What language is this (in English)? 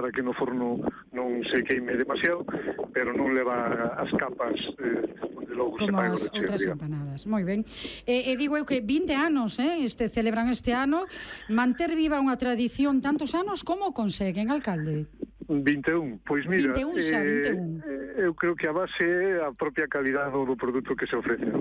Galician